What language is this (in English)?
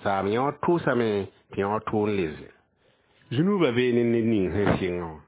Mossi